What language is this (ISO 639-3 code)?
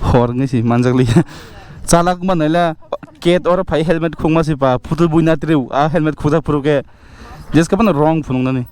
trp